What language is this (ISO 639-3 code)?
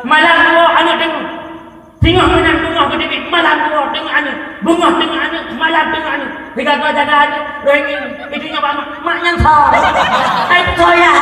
ace